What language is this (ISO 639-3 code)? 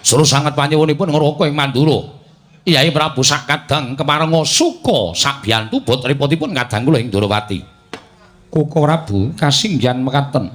jav